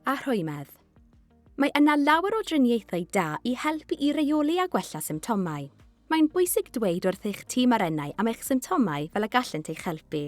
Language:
Welsh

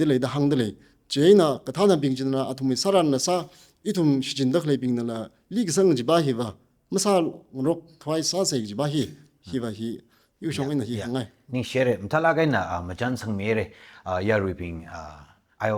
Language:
Tangkhul Naga (India)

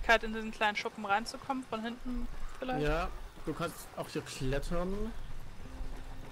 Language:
German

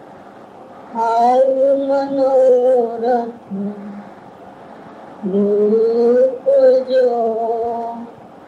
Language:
Gujarati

